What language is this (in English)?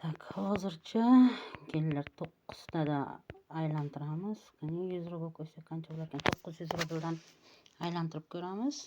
Uzbek